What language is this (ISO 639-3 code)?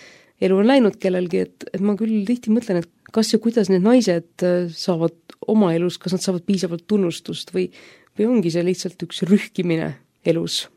est